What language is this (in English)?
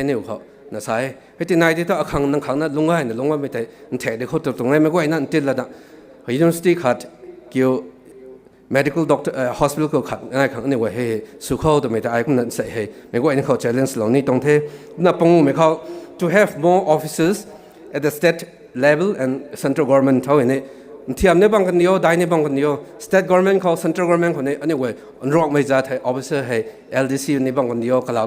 Rongmei Naga